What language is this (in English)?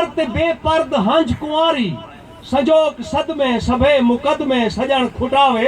Saraiki